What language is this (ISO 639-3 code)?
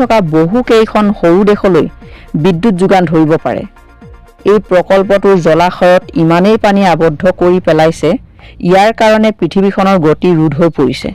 asm